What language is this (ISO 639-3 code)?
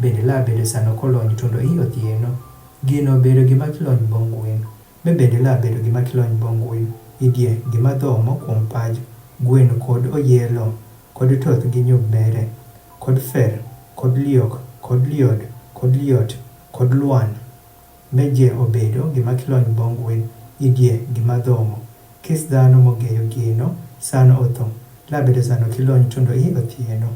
adh